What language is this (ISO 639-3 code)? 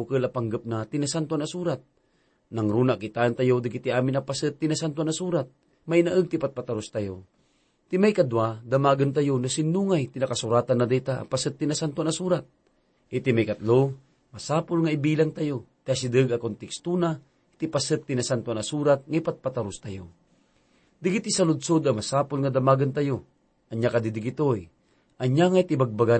ilo